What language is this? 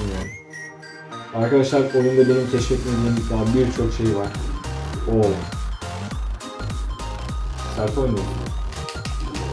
Turkish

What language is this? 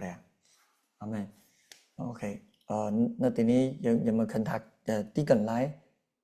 Khmer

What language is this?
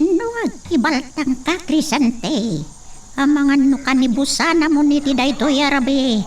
Iloko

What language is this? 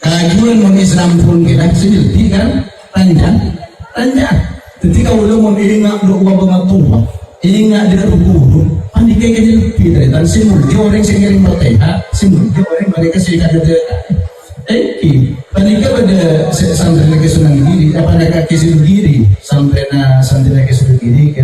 Madurese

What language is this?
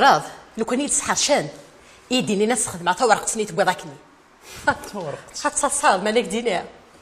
Kabyle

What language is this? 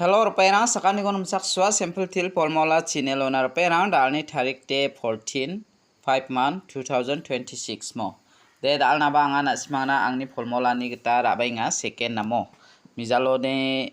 Garo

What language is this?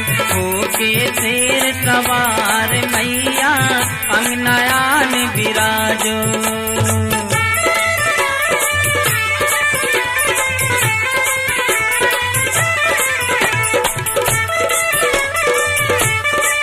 Bundeli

